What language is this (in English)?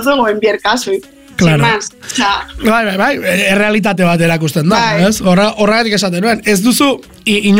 Basque